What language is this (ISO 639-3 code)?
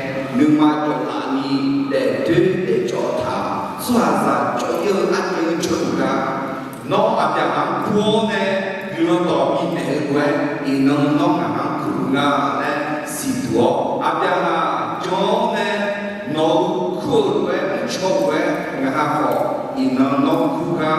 ahk